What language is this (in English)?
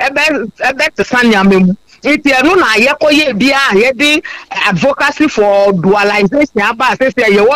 Akan